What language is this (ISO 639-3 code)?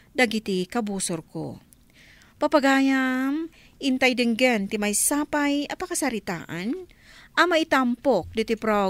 ilo